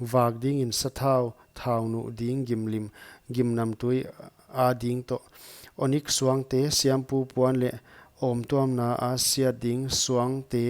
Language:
Paite Chin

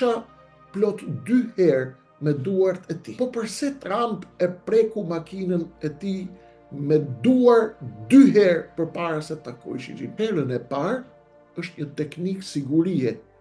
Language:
Albanian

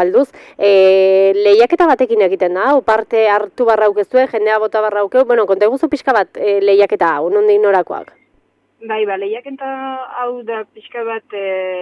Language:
Basque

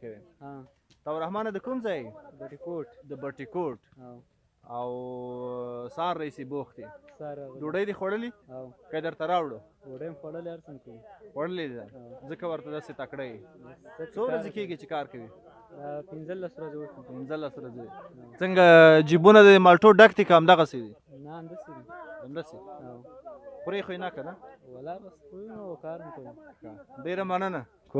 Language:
Pashto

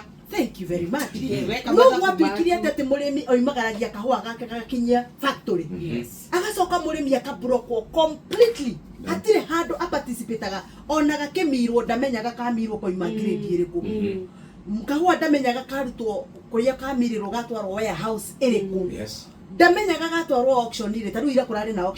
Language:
Kikuyu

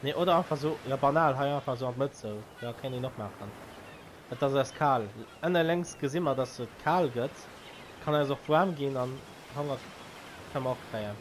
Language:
Luxembourgish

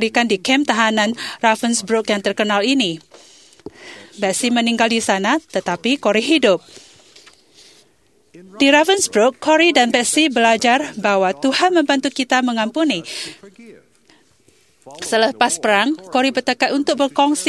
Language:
Malay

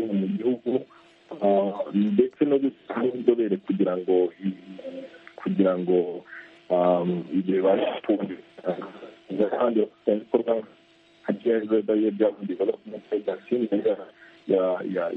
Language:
Kinyarwanda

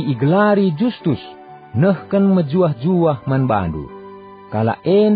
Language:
Batak Karo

